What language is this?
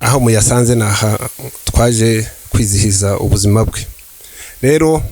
Kinyarwanda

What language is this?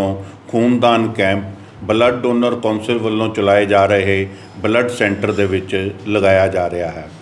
Punjabi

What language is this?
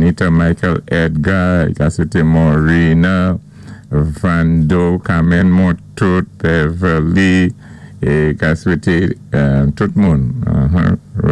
Saint Lucian Creole French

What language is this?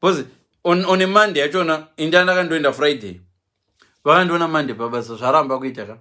Shona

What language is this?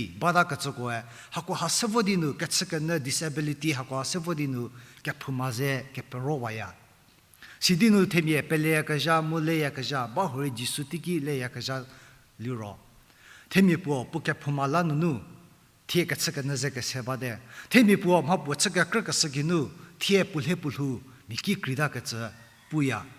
Angami Naga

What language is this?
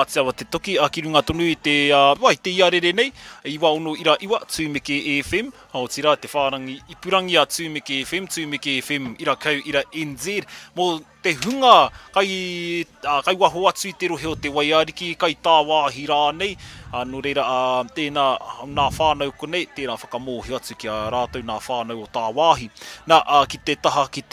Māori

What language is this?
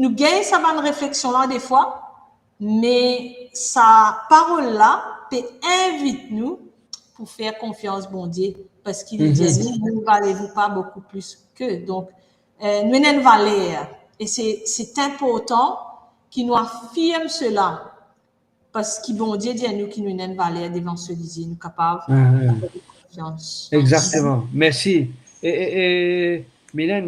Morisyen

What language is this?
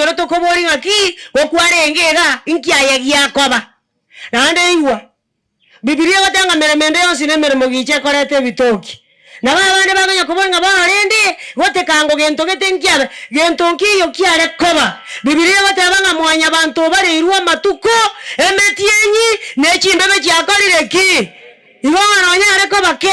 Gusii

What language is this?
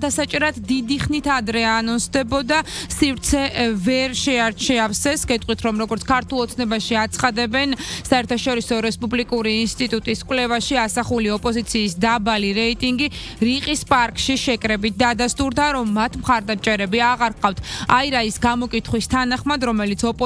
Georgian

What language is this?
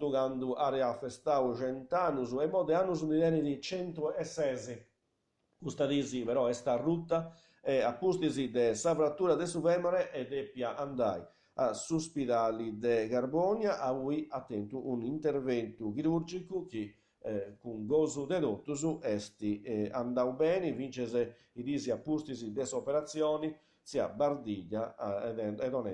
Sardinian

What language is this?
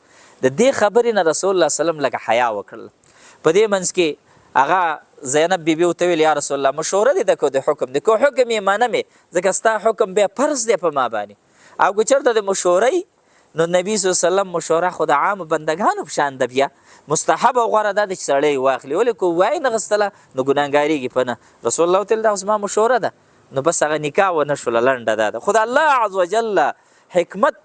Pashto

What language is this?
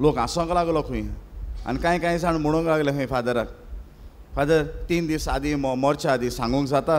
Konkani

